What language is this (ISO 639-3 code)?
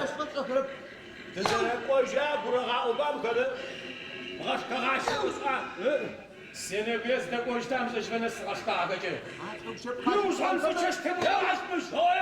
ady